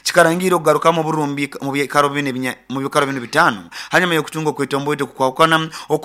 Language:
Nyoro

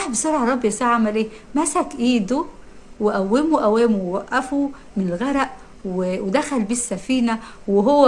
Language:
Egyptian Arabic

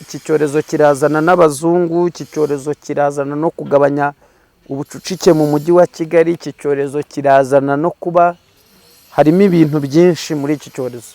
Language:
Kinyarwanda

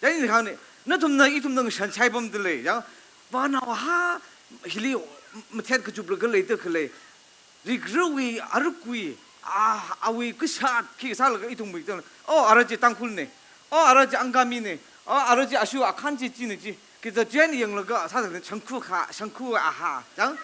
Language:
Tangkhul Naga (India)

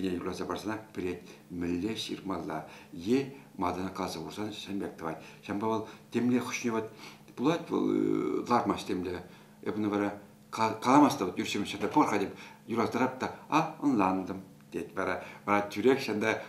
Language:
Chuvash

